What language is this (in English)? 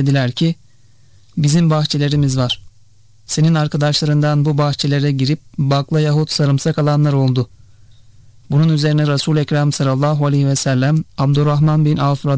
Turkish